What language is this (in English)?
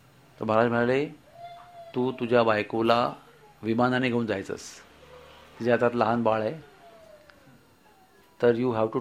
Marathi